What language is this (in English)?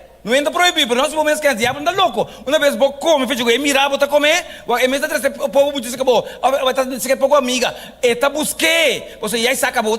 Papiamento